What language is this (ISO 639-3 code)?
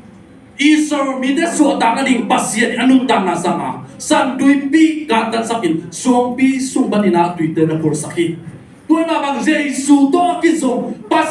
ctd